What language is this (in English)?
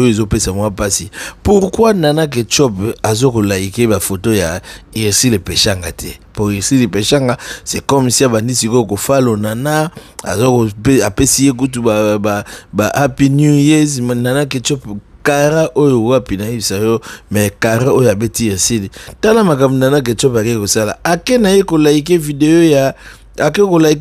Lingala